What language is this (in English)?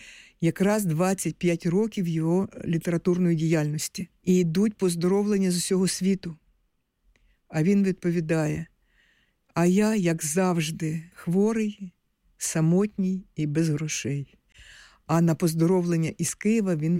Ukrainian